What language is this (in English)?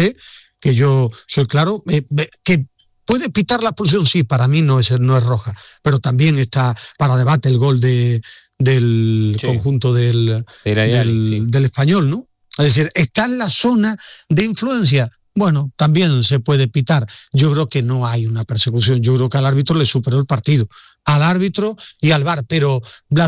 Spanish